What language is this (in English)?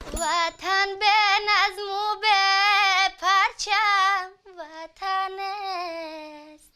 Tajik